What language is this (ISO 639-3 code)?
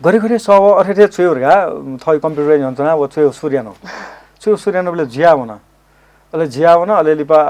new